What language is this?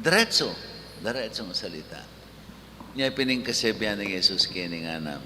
Pampanga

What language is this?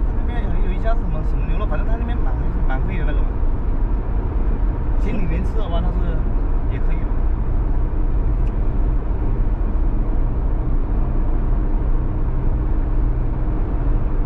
Chinese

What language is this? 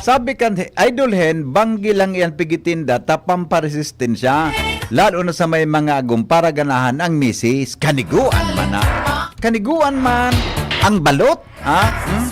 Bikol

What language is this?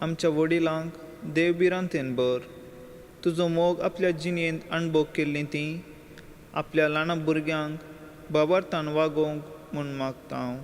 Konkani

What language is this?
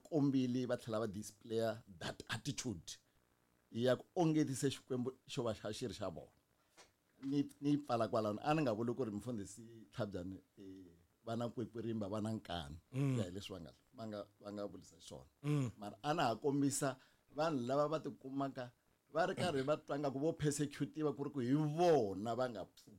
Tsonga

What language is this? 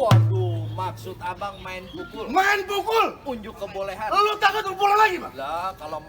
Betawi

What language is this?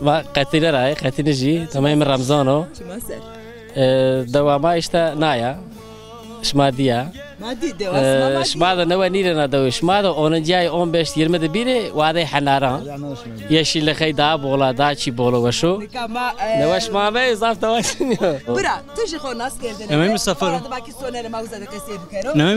Zaza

